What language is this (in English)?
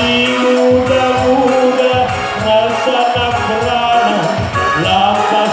Batak Karo